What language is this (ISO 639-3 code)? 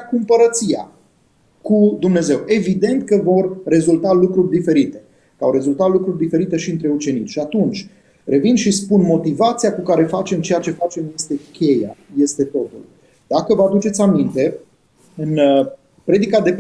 ron